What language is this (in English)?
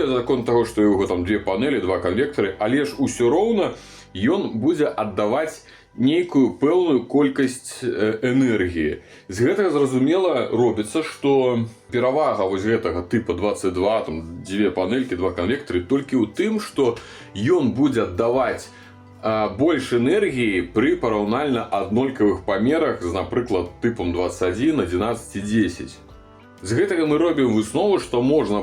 Belarusian